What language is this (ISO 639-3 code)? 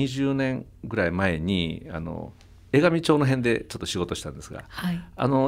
jpn